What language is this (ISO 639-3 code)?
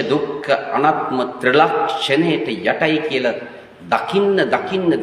sin